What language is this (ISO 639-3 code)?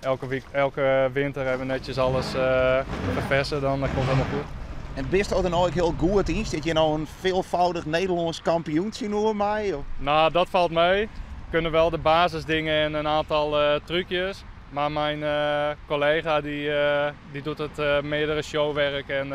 fry